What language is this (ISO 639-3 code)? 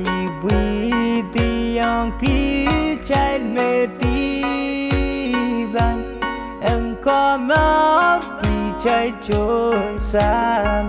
pon